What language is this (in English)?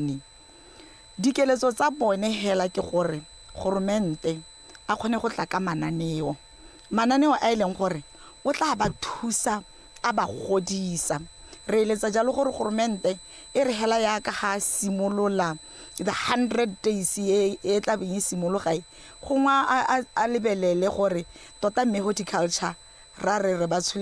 Tswana